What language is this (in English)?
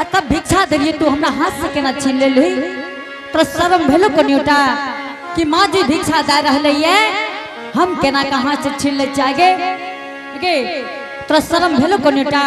Angika